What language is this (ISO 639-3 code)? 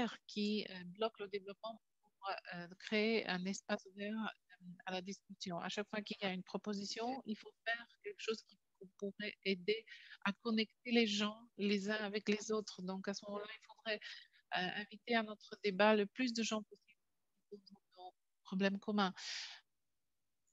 fra